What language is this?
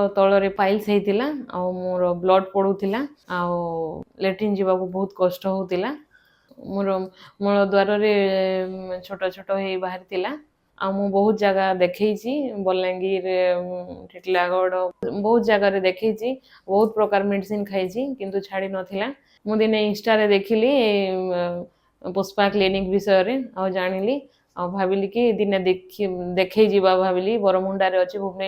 Odia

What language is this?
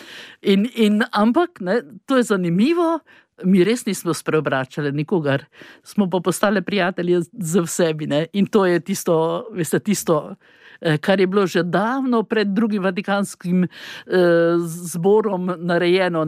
Slovenian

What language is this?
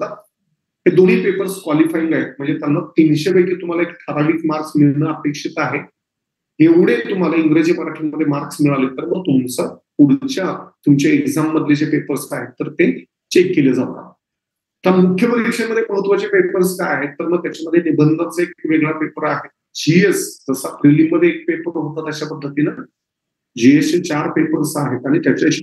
Marathi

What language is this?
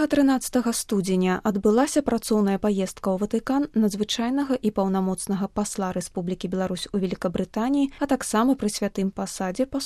Belarusian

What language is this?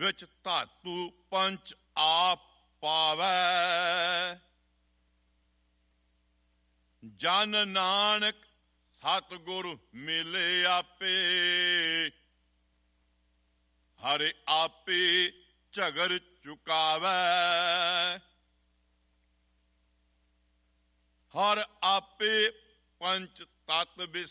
Punjabi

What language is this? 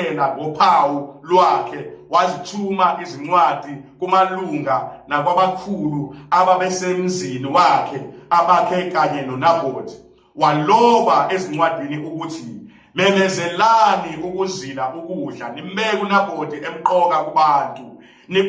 Zulu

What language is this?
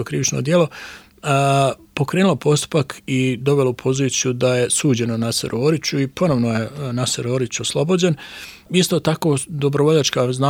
Bosnian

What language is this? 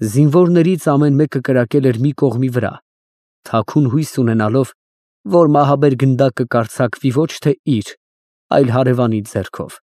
Armenian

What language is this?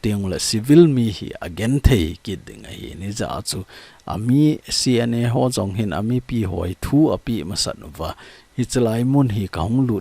Thado Chin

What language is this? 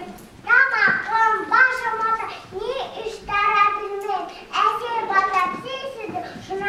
Bashkir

